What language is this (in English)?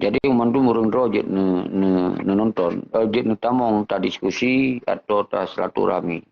Achinese